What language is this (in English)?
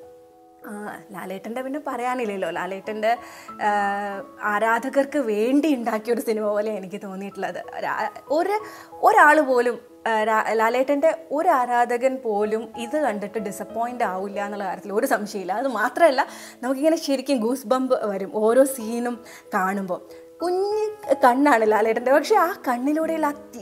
Malayalam